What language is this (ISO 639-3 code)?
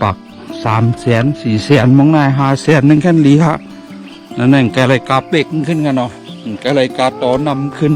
shn